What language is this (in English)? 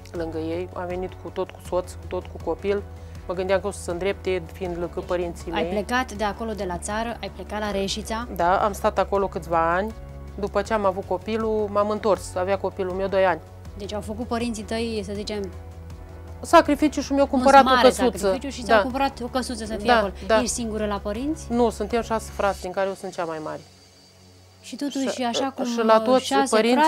Romanian